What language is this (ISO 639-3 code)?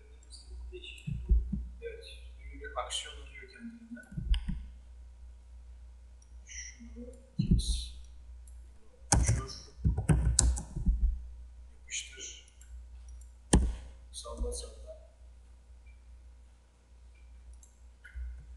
tur